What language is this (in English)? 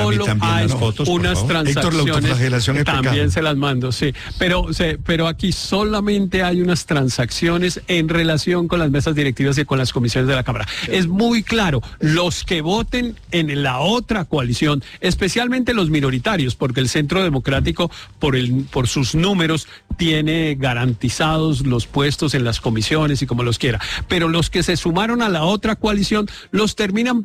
Spanish